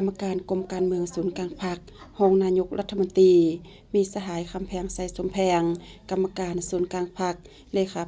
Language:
Lao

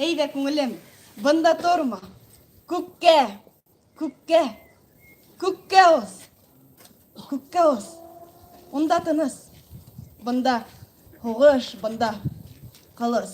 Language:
Bashkir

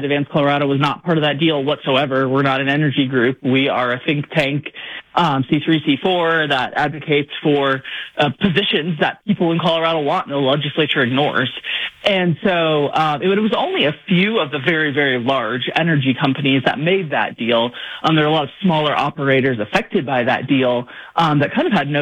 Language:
English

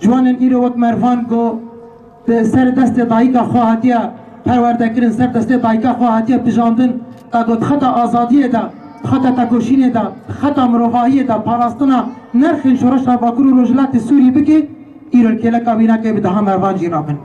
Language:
Kurdish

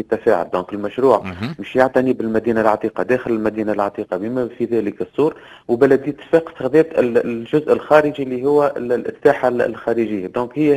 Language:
Tunisian Arabic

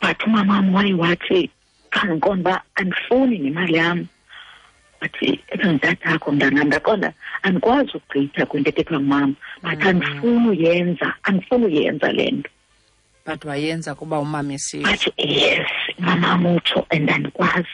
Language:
Xhosa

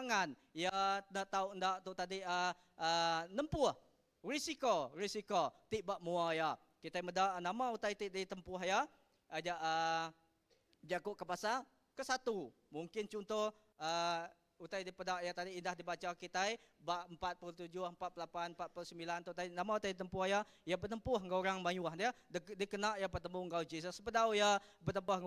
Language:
Iban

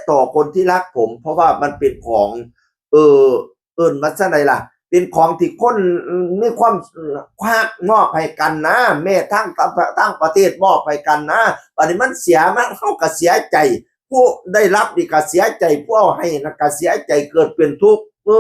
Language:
Northeastern Thai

